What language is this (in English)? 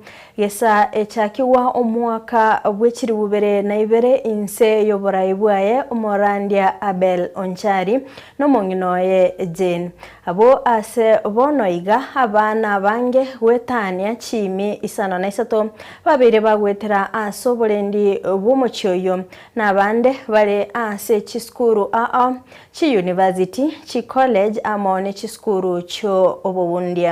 Gusii